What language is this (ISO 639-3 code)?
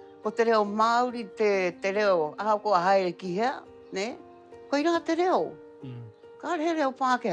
mri